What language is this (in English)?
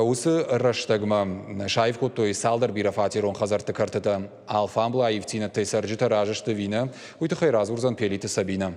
Ossetic